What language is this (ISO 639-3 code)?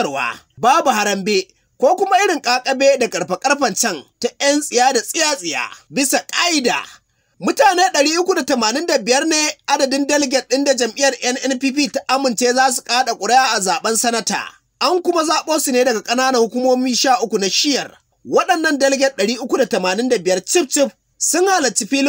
hau